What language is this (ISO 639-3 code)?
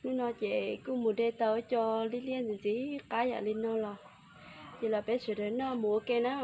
hmn